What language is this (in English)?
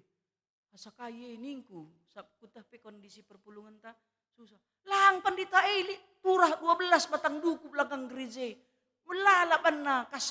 Batak Karo